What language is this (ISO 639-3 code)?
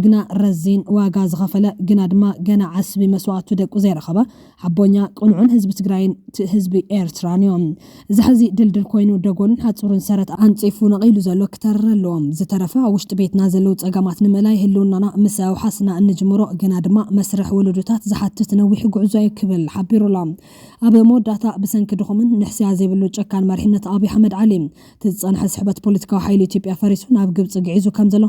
tir